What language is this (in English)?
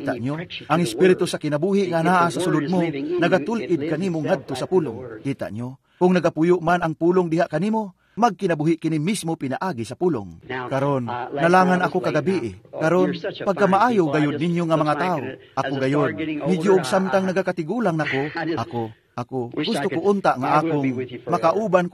Cebuano